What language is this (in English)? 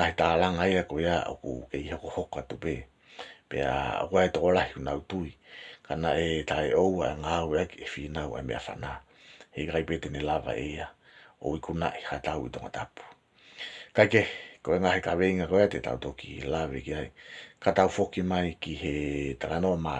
Tongan